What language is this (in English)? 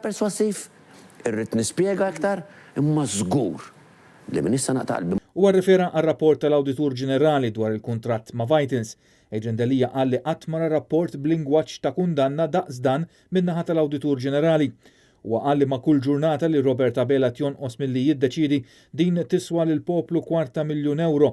Maltese